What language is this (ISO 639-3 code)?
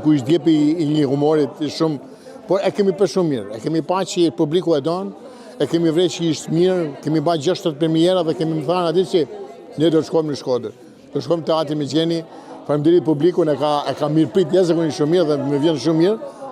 sqi